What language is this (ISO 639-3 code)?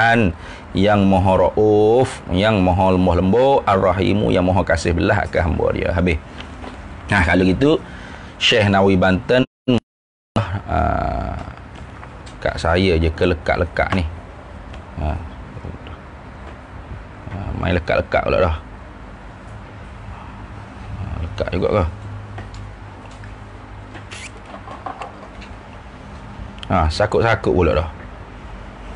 msa